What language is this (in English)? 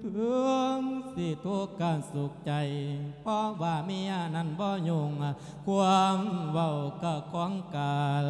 Lao